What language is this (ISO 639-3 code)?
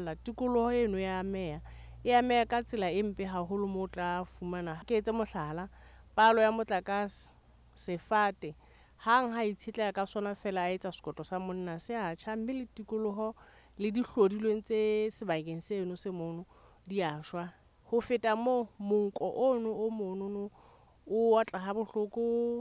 sot